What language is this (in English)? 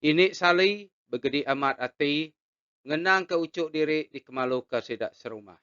Iban